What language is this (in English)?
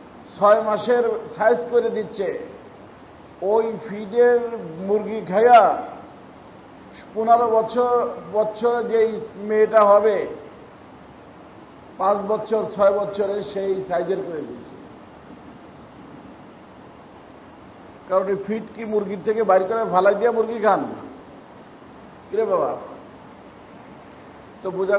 Bangla